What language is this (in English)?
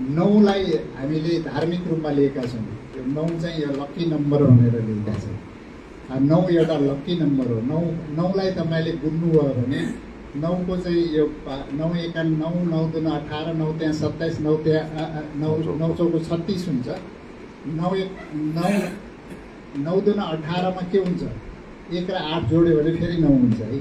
Nepali